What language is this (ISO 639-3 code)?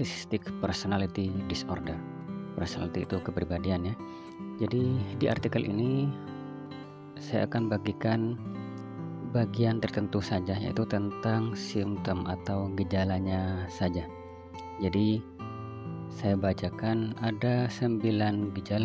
ind